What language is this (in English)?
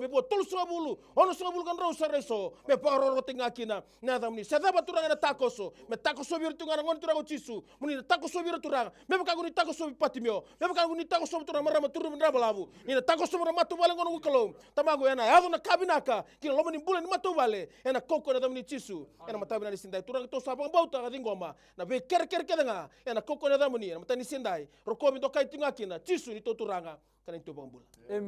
Fijian